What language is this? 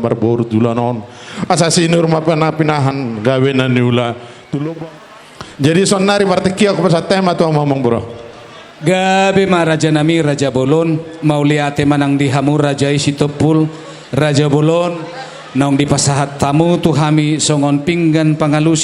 Batak Toba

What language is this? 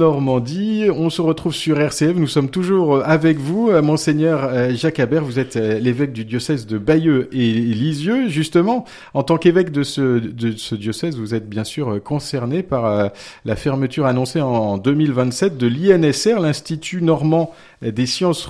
French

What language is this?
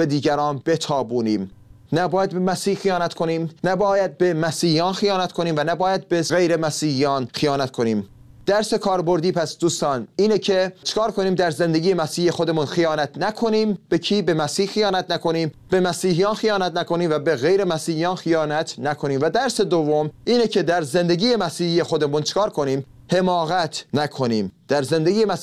Persian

